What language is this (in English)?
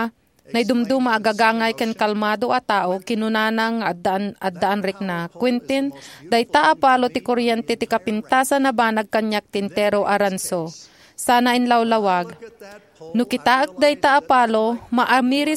Iloko